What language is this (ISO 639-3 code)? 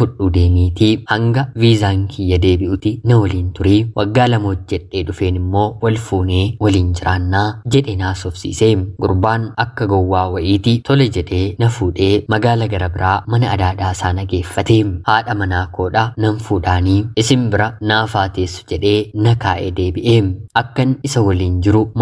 orm